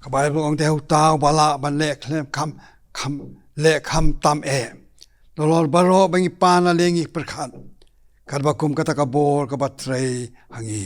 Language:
Khasi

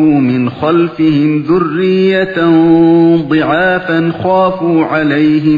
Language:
Uyghur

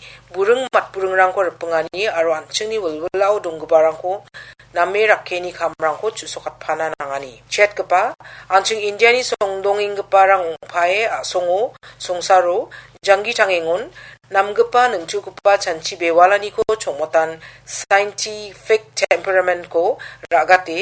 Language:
Garo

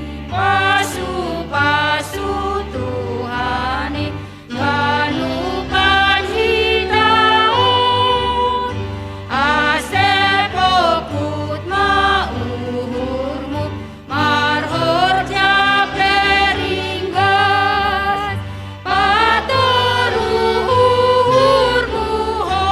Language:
Batak Simalungun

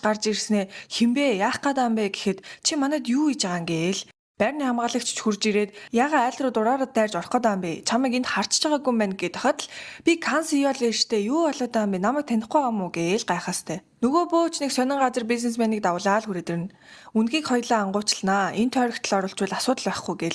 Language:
Mongolian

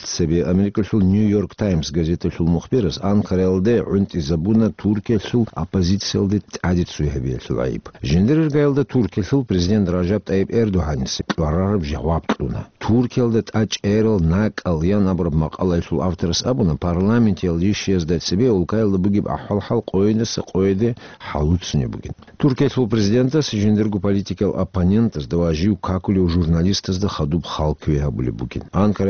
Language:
Avaric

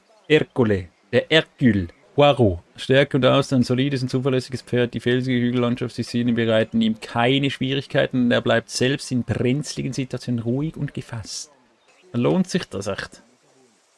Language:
Swiss German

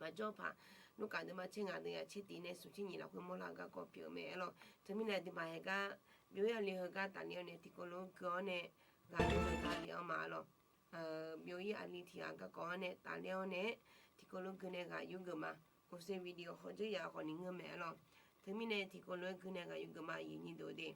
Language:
Akha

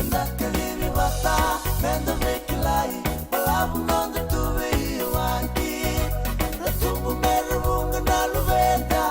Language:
Fijian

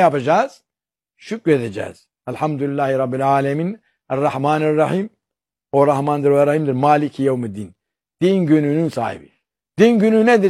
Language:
Turkish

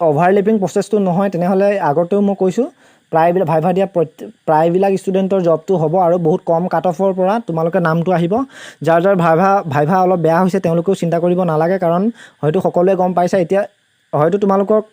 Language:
Assamese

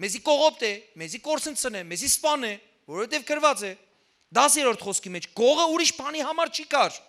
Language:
Western Armenian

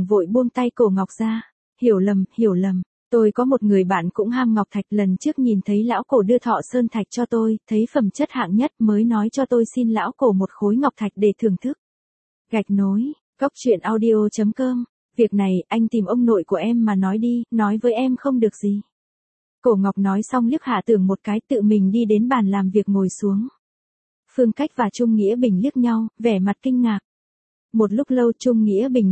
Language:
Vietnamese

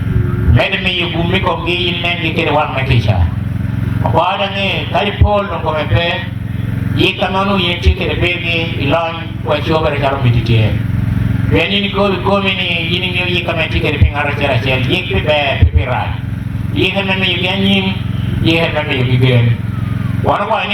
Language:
Acoli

